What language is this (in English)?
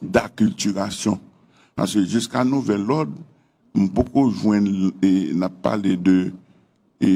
Haitian Creole